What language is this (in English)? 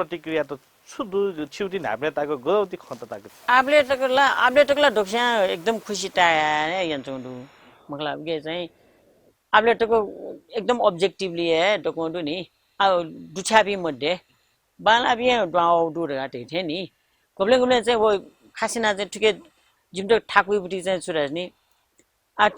Newari